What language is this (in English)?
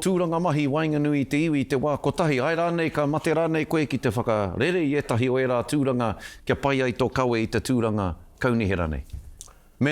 Māori